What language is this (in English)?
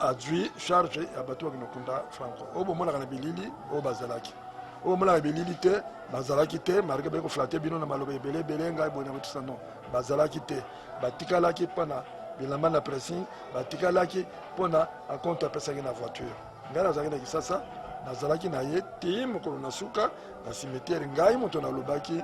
Lingala